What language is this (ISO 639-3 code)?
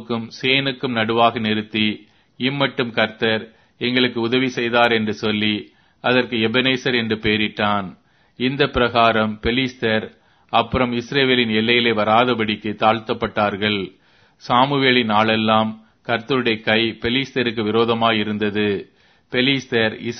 tam